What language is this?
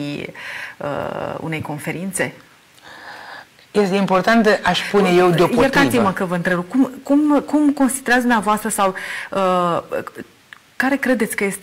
Romanian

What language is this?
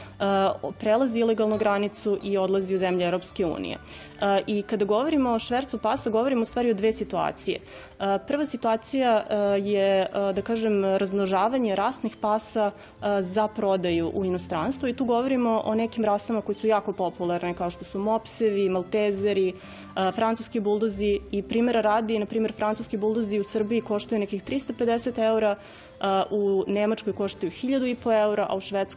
Serbian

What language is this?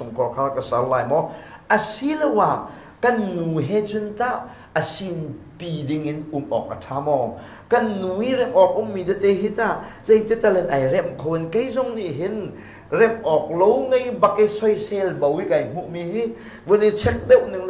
Hakha Chin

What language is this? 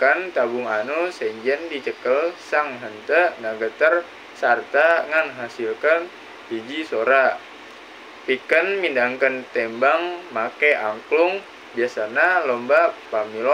Sundanese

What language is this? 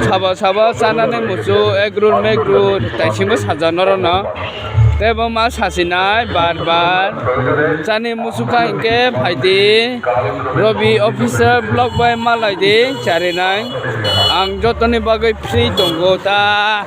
Kok Borok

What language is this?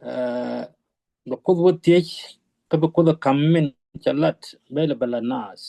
Nuer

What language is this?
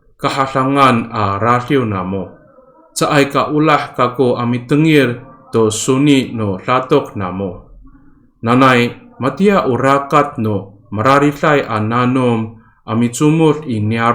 Amis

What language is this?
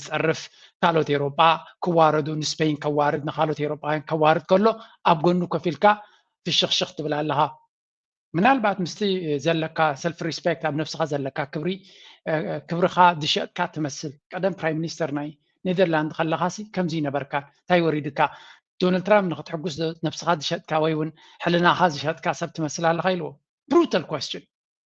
Tigrinya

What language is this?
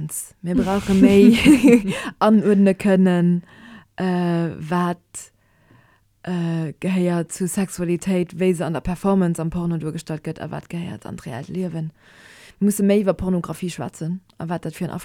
Luxembourgish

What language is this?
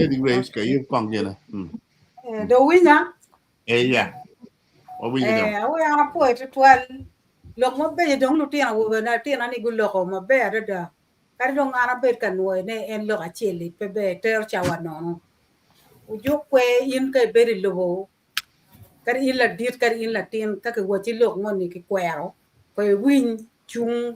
Acoli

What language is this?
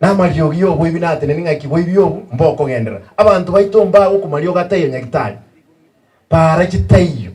Gusii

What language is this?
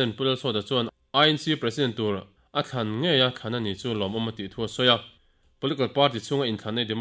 Mizo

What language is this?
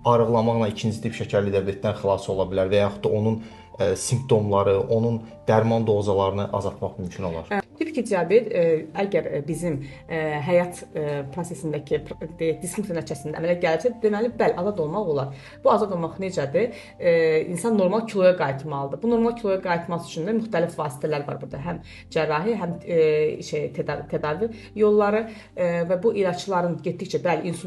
Azerbaijani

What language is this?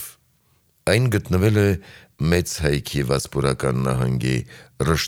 Armenian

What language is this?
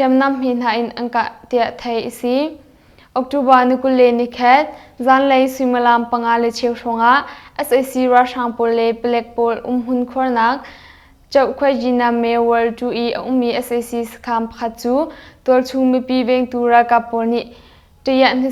Hakha Chin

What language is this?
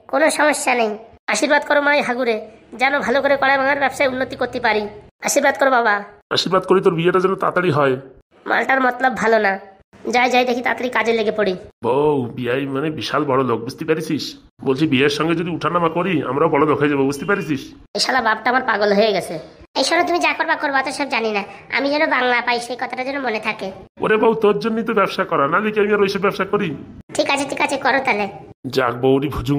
Bangla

